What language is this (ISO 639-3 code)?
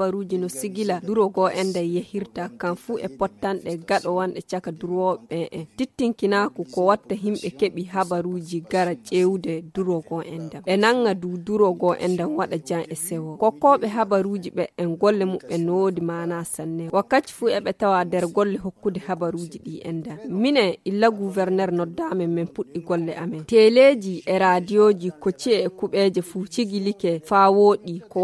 ful